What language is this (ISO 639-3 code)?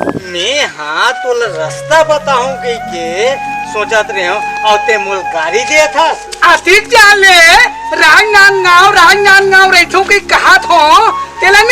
hne